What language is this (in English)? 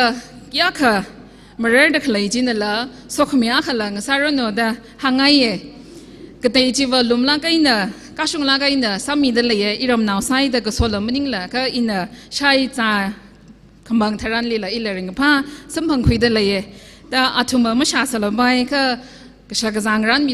Tangkhul Naga (India)